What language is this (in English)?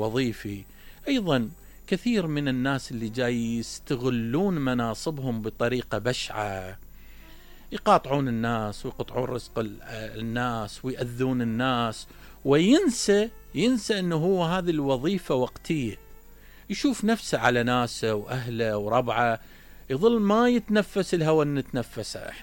Mesopotamian Arabic